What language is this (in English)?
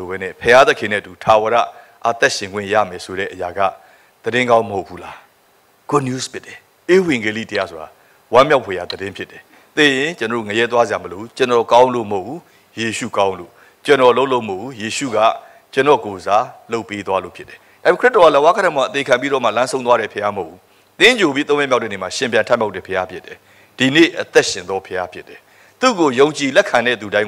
Burmese